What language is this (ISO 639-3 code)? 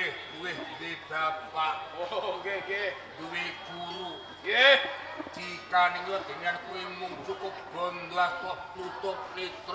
jav